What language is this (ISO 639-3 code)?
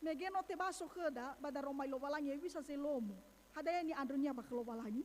nia